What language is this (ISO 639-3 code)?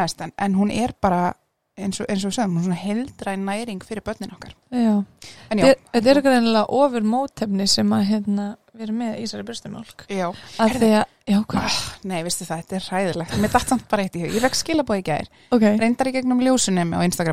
isl